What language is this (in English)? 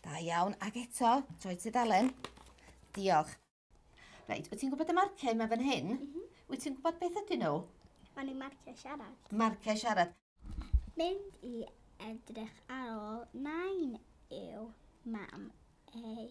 Welsh